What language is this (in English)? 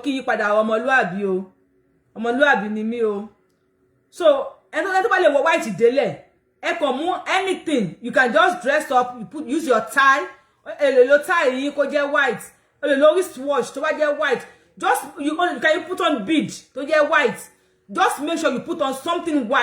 Yoruba